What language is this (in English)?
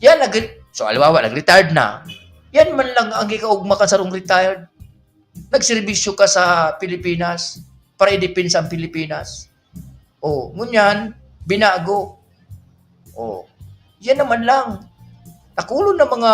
Bikol